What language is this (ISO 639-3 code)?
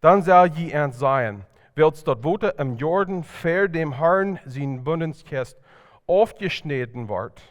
pdt